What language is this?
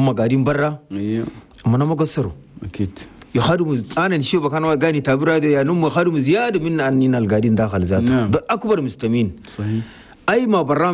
Chadian Arabic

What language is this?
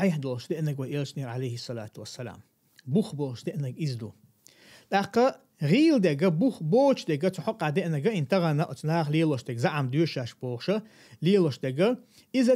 Chechen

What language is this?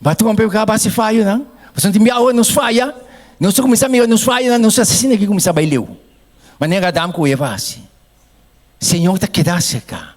Papiamento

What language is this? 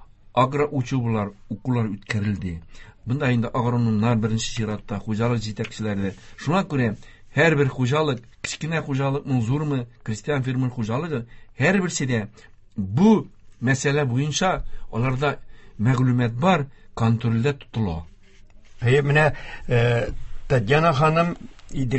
Tatar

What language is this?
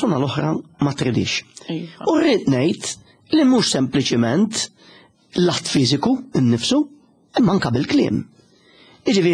Maltese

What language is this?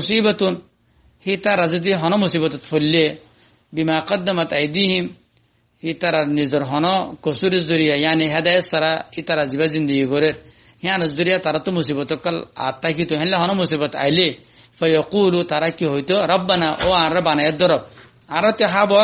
Rohingya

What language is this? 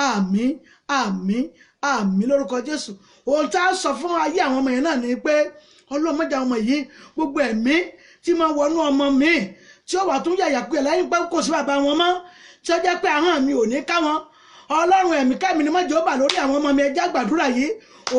Yoruba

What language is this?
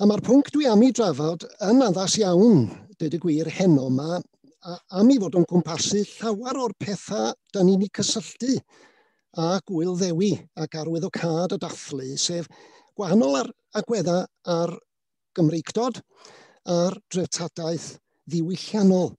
Welsh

